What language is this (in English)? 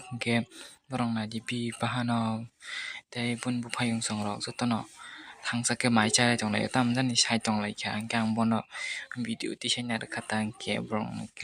Kok Borok